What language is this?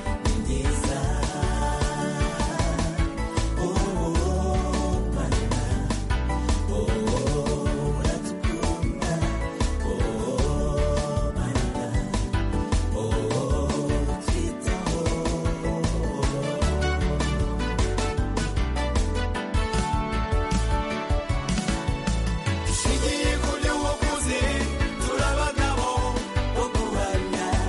Kinyarwanda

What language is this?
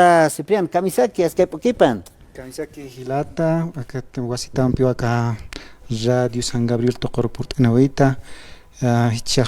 Aymara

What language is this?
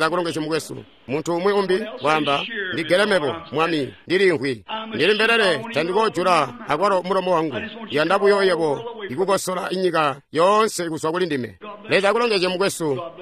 Tonga (Zambia)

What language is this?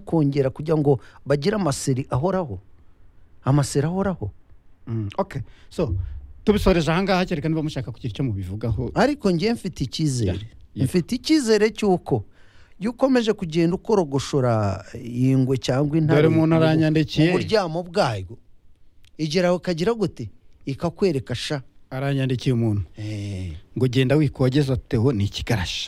Kinyarwanda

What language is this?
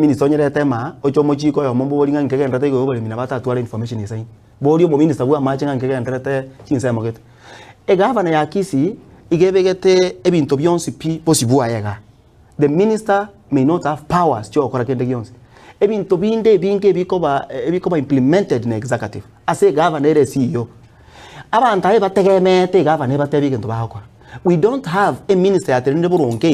Gusii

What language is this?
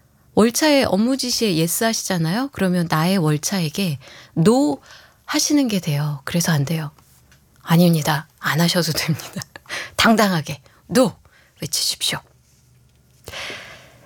Korean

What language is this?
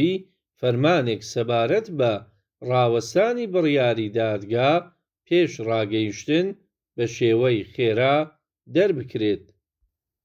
Central Kurdish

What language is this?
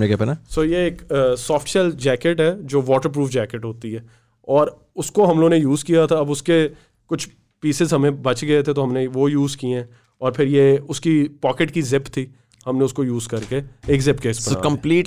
Hindi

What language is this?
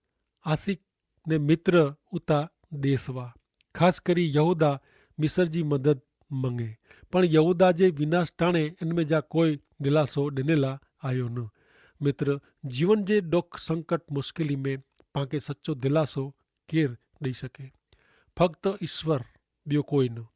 Kachhi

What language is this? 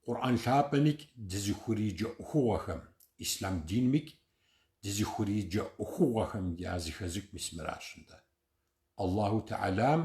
Kabardian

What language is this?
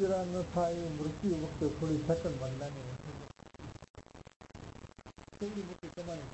Gujarati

